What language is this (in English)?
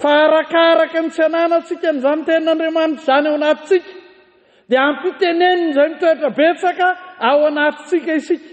Malagasy